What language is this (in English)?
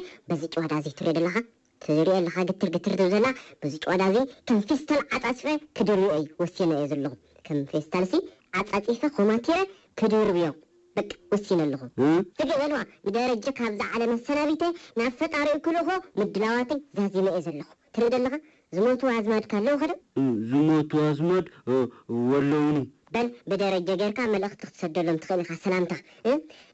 Tigrinya